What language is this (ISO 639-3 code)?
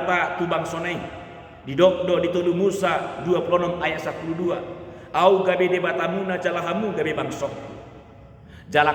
bbc